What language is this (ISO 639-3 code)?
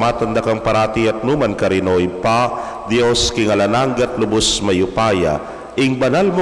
pam